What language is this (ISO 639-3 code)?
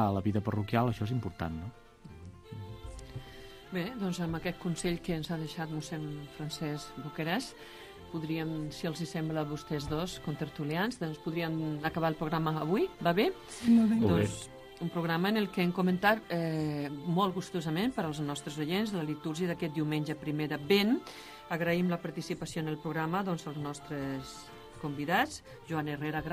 cat